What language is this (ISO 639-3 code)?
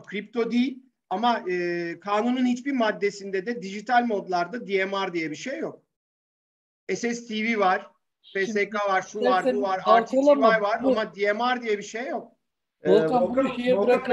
tur